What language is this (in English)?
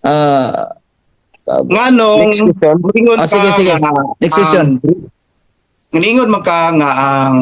Cebuano